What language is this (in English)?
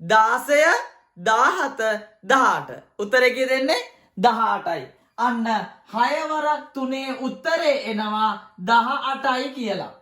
Sinhala